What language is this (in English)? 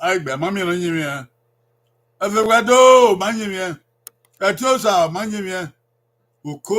Bini